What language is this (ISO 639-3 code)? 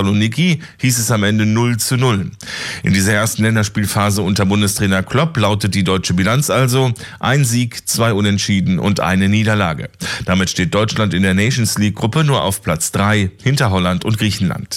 deu